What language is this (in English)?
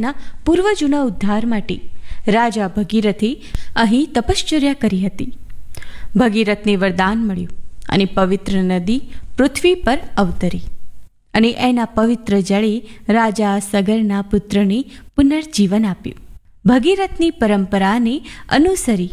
Gujarati